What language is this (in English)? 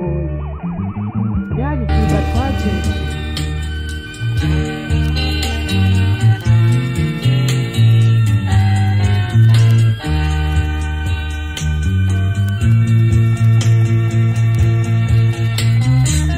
Rundi